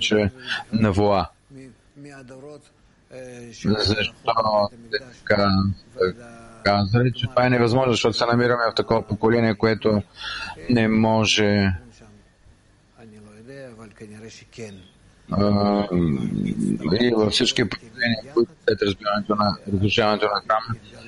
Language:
Bulgarian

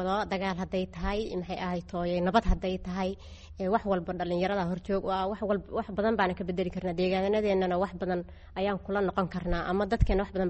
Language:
Somali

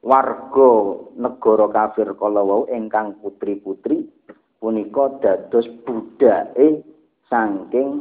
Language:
Javanese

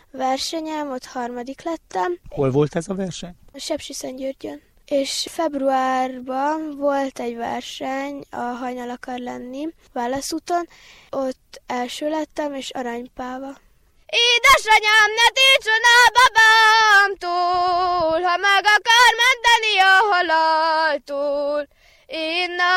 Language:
Hungarian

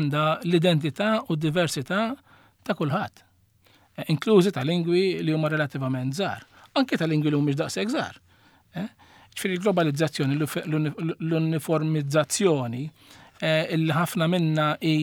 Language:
Maltese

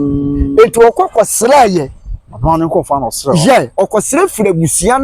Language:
Akan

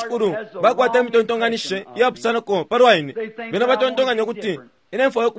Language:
Bemba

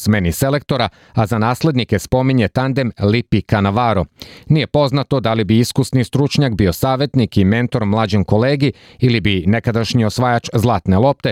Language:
Serbian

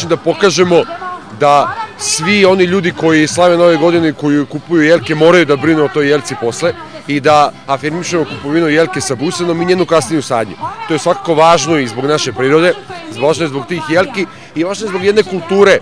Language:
Serbian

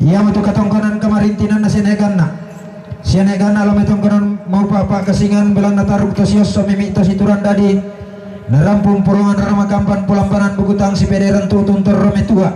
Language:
Toraja-Sa'dan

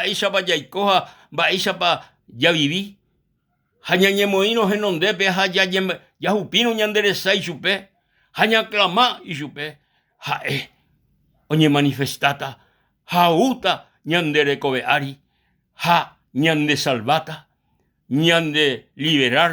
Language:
Guarani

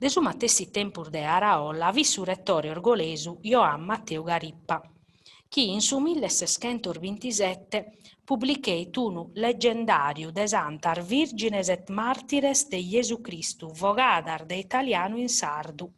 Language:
Sardinian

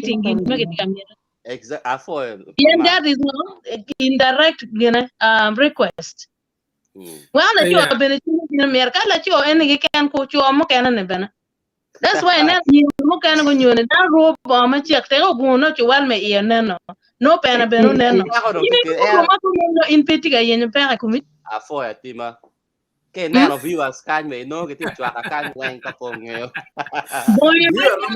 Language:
Acoli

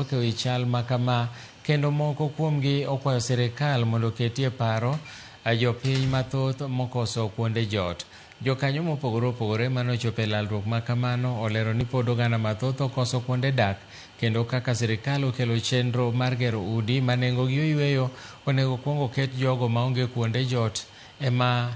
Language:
Luo (Kenya and Tanzania)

